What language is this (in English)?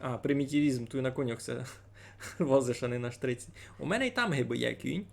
Rusyn